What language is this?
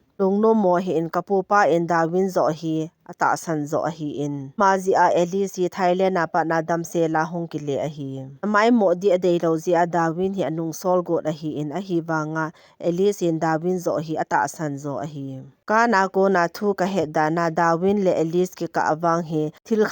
Thado Chin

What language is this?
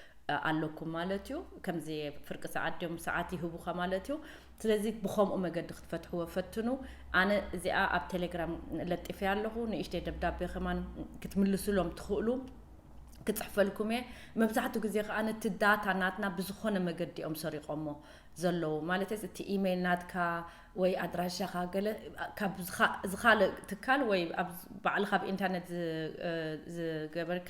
Tigrinya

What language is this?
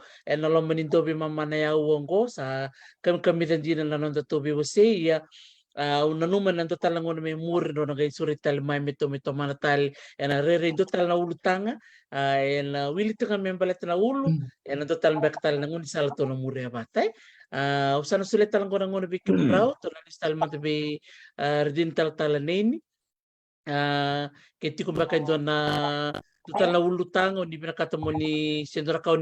Fijian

